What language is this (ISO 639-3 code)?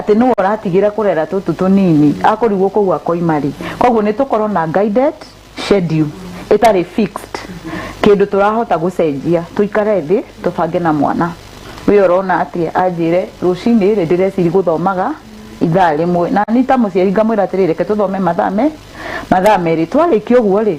kik